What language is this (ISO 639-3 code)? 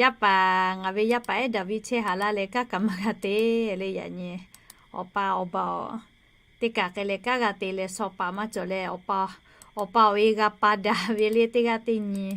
lhu